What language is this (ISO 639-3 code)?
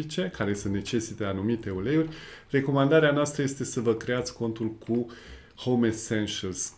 ron